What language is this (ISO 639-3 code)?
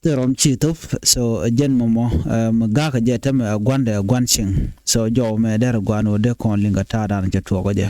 nus